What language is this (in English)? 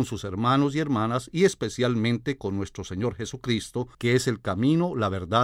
Spanish